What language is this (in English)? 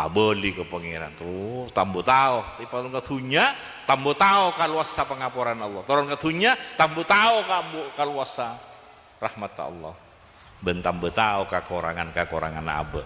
Madurese